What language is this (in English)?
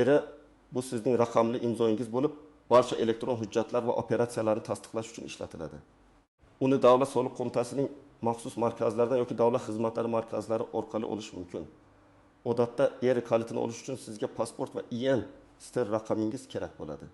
Uzbek